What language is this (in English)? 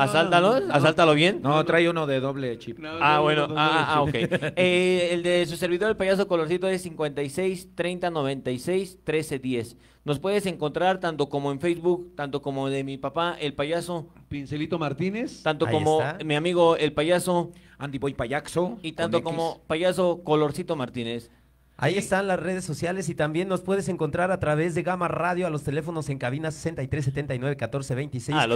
Spanish